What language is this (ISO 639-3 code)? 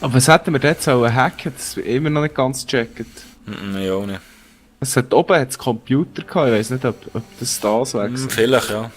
gsw